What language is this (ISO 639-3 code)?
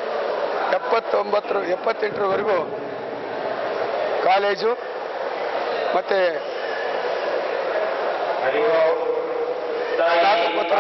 kan